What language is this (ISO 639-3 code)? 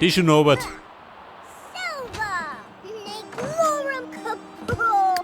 bar